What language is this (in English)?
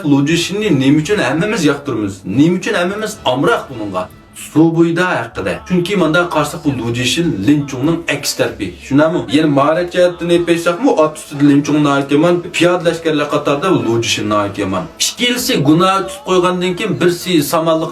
Uyghur